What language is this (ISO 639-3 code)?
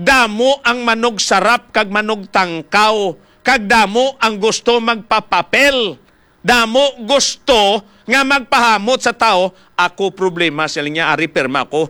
hil